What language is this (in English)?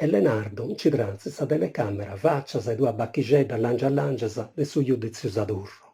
Sardinian